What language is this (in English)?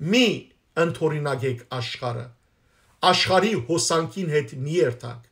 Western Armenian